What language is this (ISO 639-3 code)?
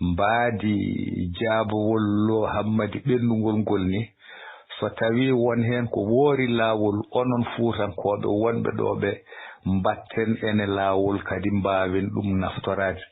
ful